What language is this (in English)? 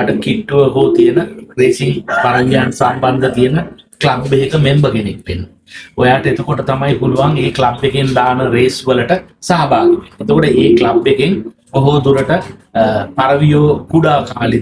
Sinhala